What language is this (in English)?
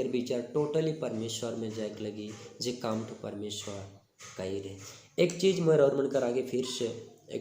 Sadri